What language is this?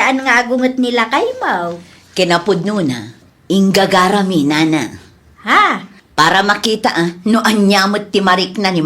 Iloko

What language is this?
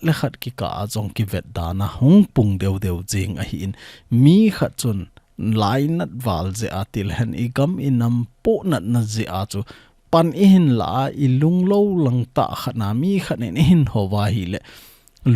Thado Chin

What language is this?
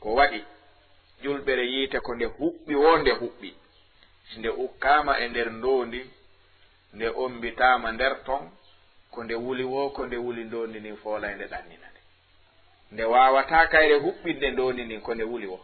Fula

